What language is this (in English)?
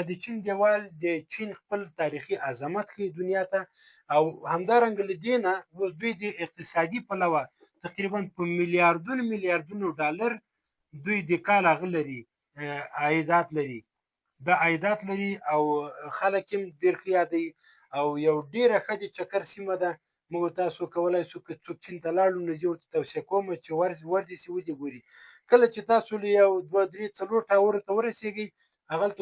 Pashto